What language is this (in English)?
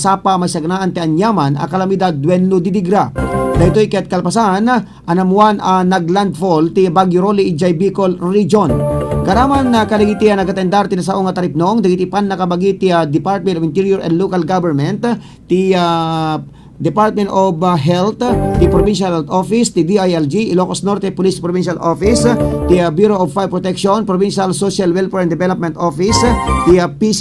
Iloko